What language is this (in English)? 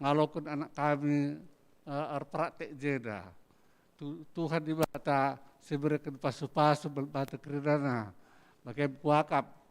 Batak Karo